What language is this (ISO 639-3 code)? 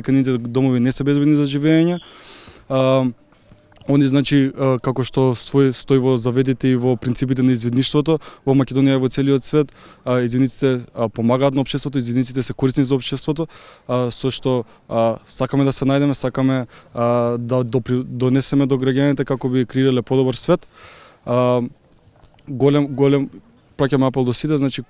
mkd